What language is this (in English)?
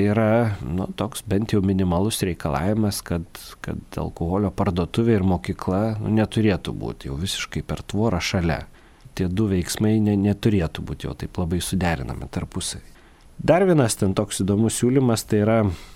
Lithuanian